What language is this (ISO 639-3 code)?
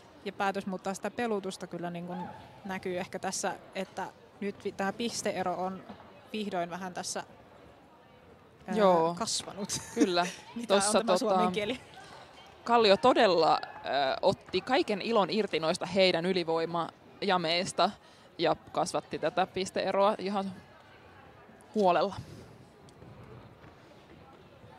fin